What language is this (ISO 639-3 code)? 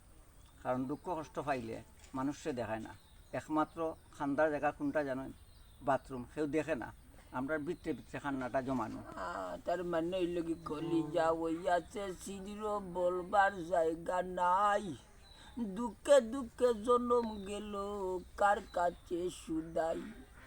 syl